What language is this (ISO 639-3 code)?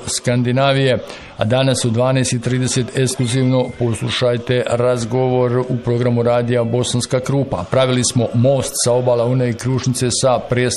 bos